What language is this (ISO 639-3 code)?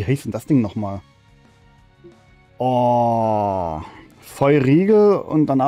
deu